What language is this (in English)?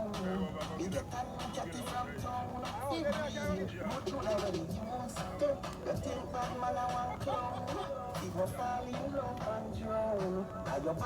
Jamaican Creole English